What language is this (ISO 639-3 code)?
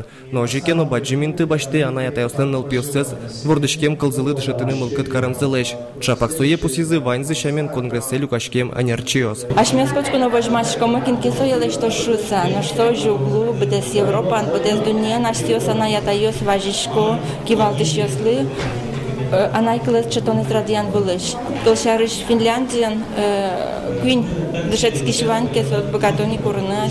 udm